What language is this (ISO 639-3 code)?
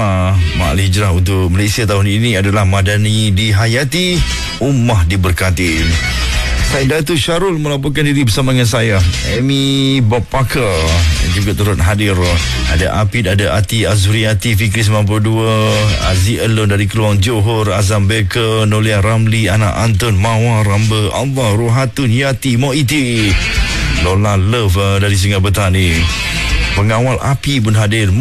msa